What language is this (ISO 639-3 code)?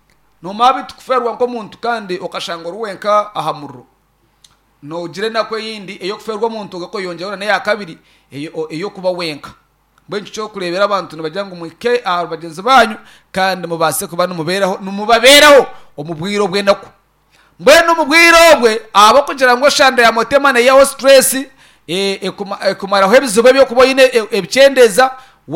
nyn